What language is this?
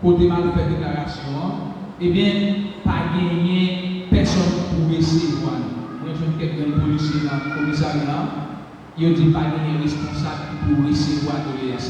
Haitian Creole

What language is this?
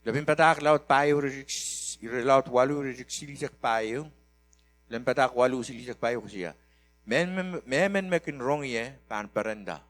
Pohnpeian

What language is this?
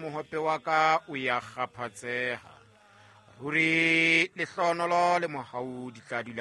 Southern Sotho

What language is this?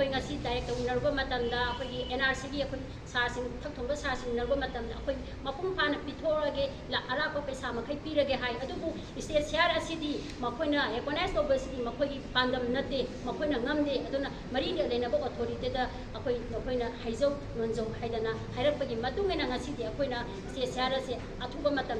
Manipuri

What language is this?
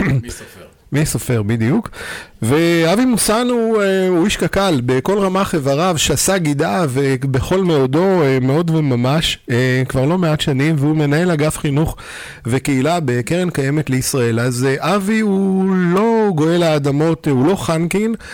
Hebrew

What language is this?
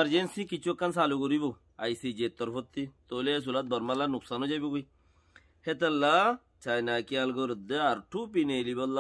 Rohingya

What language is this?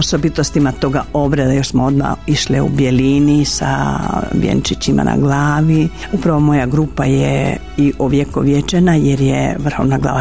Croatian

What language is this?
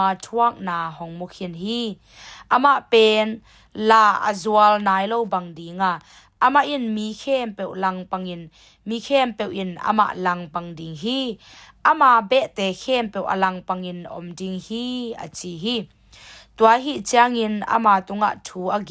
Tedim Chin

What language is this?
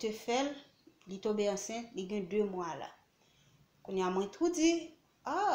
Haitian Creole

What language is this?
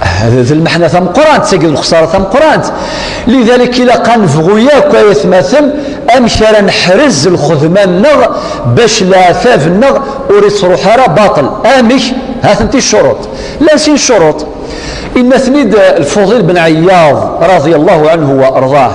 Kabyle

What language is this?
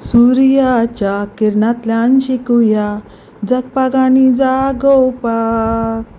Konkani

